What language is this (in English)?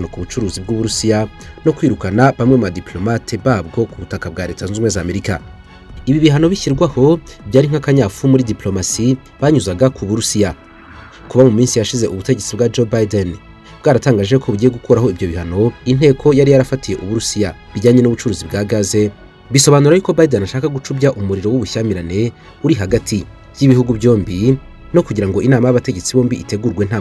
Kinyarwanda